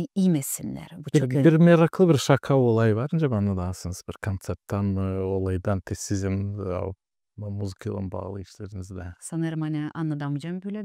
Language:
Gagauz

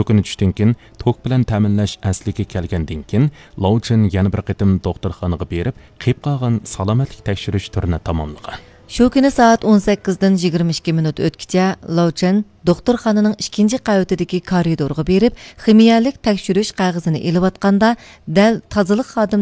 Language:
Uyghur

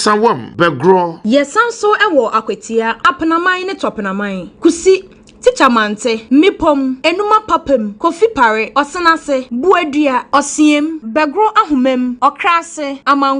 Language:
Akan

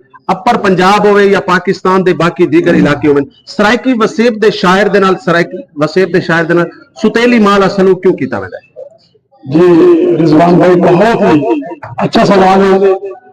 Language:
Saraiki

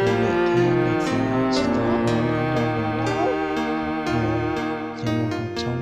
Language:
Hmong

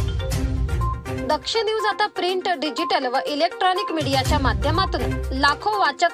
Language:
Marathi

